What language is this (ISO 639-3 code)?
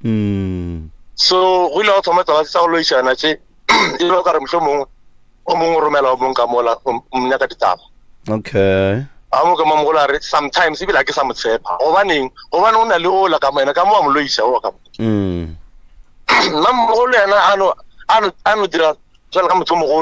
nso